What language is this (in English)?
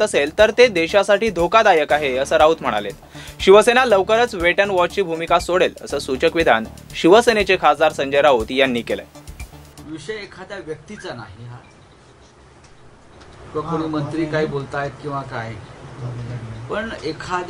Marathi